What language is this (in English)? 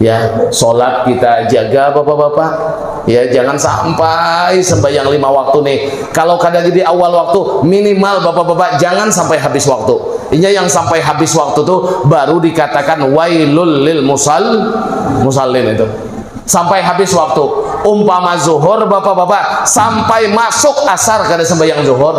Banjar